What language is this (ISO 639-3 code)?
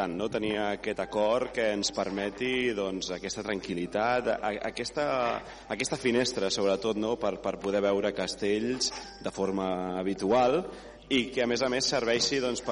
cat